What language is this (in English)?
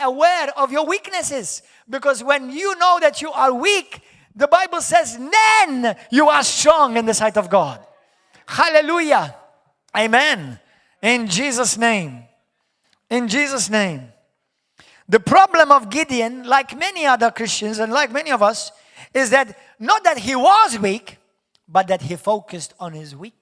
English